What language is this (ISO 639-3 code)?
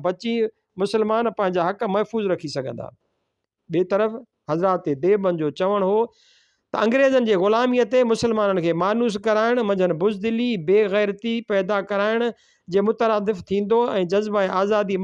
snd